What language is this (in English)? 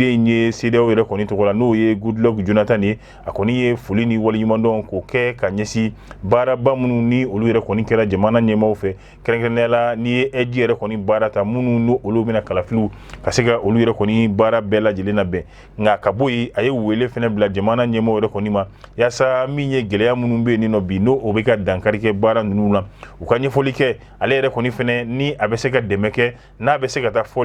Bambara